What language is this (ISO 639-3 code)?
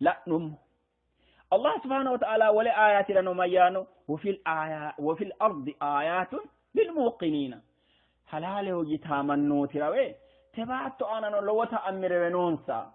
sid